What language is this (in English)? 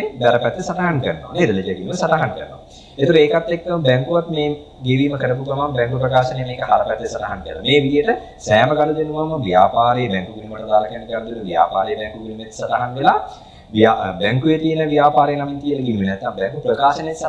Sinhala